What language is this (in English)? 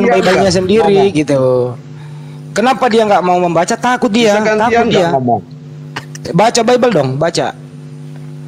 Indonesian